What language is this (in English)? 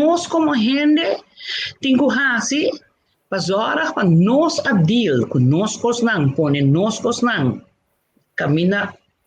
Papiamento